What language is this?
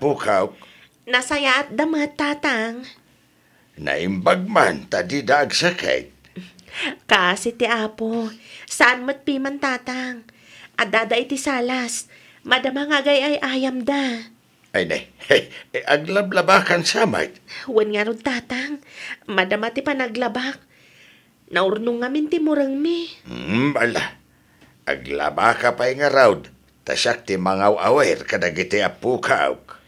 Iloko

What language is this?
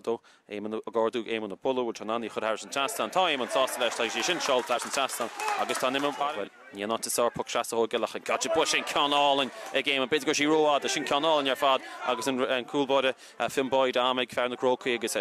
Irish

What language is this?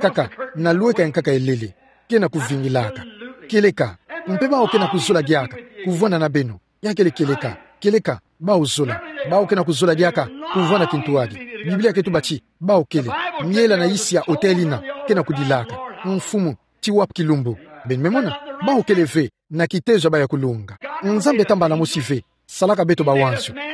Kituba (Democratic Republic of Congo)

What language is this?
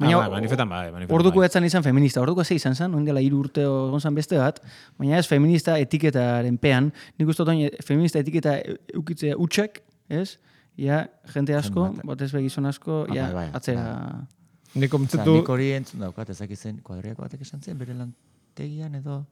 Basque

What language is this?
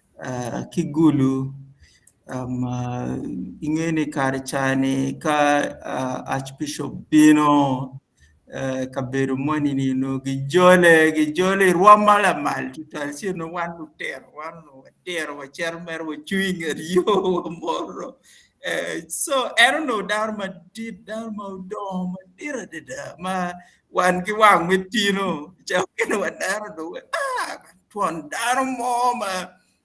Acoli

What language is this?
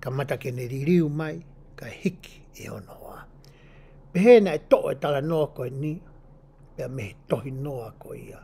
Tongan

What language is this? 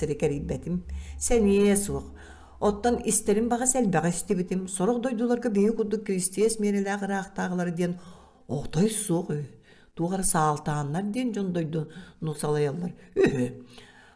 Yakut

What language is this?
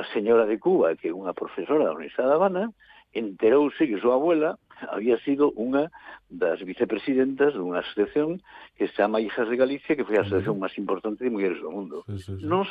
Galician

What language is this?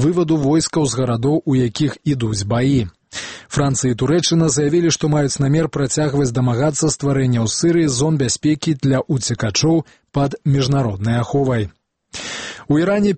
Belarusian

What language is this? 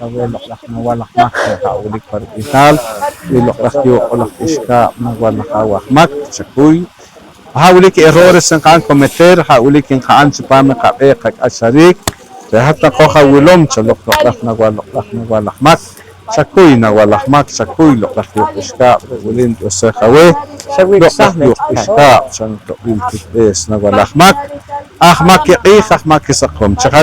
Poqomchi'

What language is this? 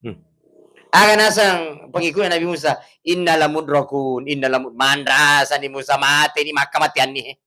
Buginese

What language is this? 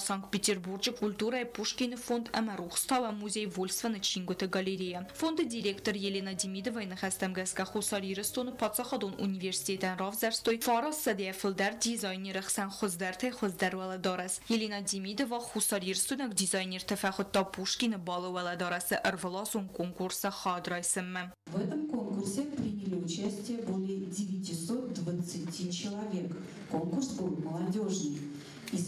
Ossetic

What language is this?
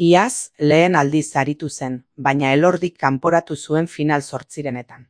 Basque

